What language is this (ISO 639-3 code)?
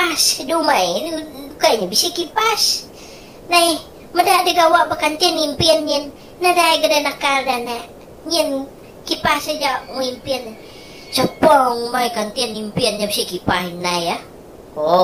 iba